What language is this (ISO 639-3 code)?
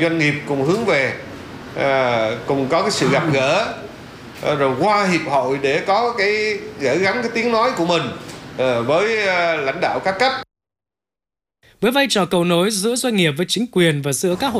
vie